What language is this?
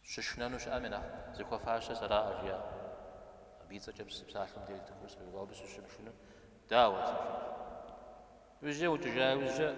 Kabardian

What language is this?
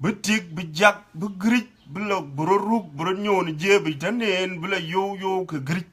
Dinka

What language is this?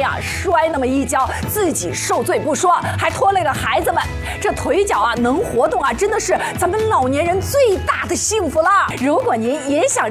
Chinese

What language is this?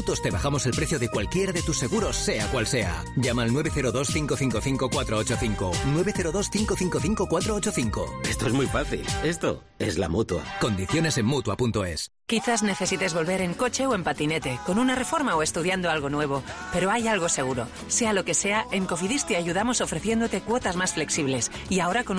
Spanish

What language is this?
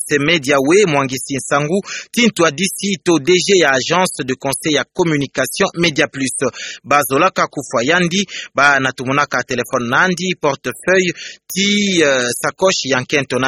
Kituba (Democratic Republic of Congo)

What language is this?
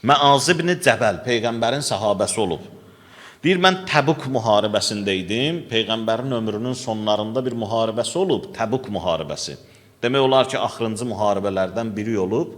Azerbaijani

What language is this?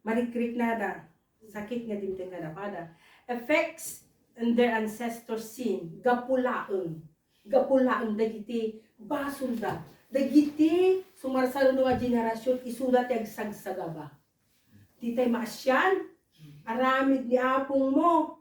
Iloko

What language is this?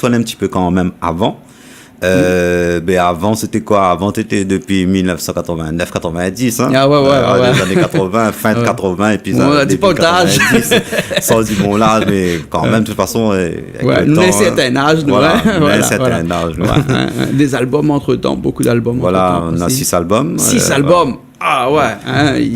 Réunion Creole French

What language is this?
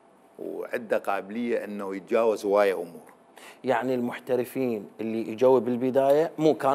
Mesopotamian Arabic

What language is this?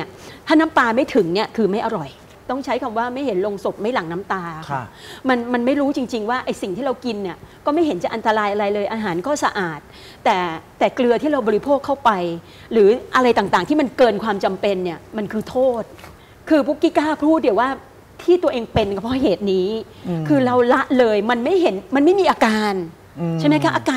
Thai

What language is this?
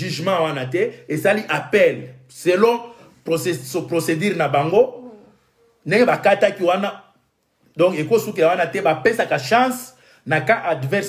Lingala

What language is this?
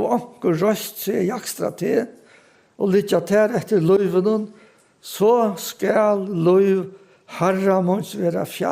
Faroese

